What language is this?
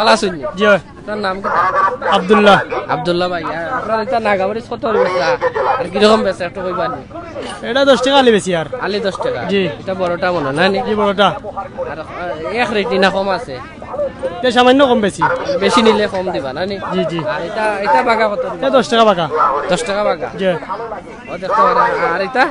Sylheti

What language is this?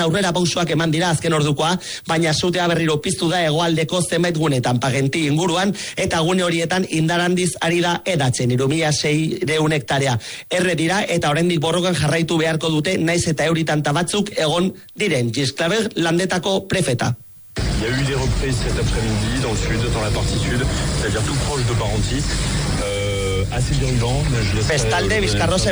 Basque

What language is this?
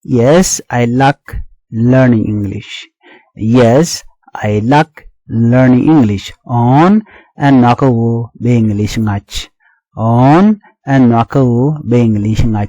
Nuer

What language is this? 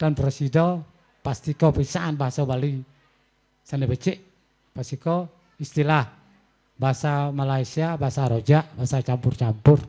Balinese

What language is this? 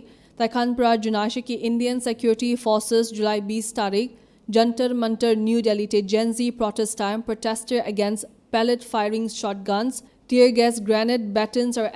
Naga Pidgin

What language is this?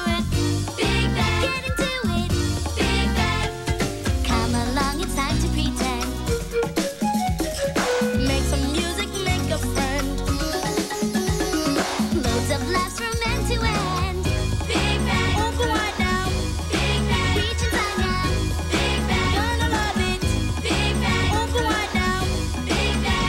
English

